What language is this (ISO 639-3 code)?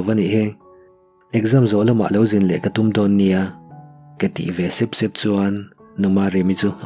lus